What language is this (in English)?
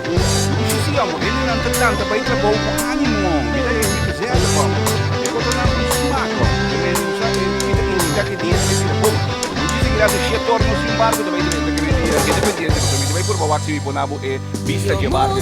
Papiamento